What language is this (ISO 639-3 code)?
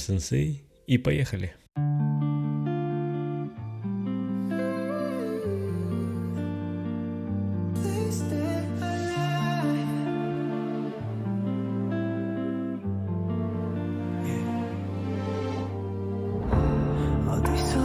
rus